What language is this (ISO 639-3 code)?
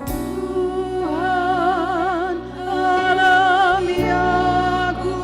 btx